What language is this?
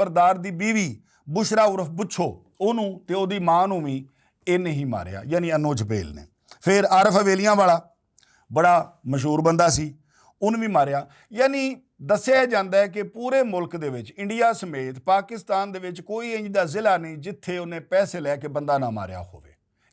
Western Panjabi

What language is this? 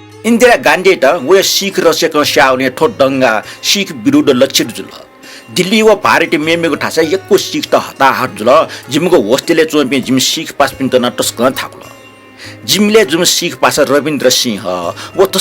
Newari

